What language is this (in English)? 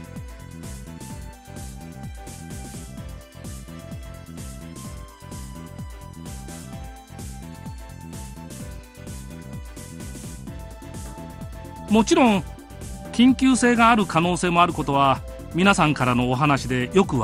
Japanese